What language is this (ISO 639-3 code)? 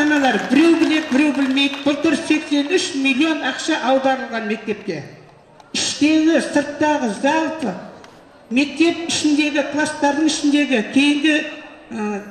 kaz